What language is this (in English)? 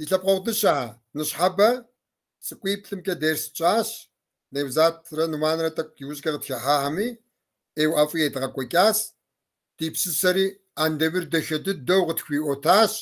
Kabardian